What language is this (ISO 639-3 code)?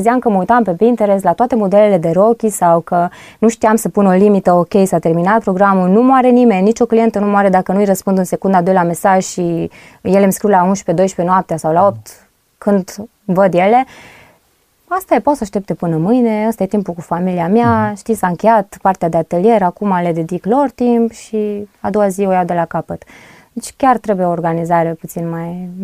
ron